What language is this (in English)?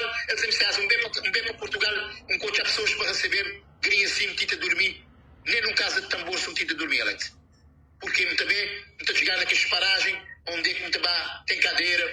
Kabuverdianu